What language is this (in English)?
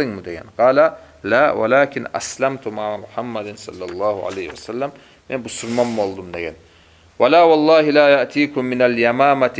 Kumyk